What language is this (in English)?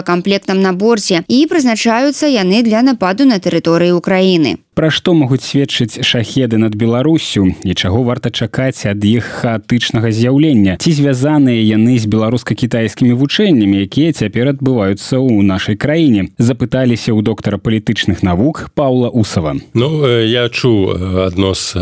Belarusian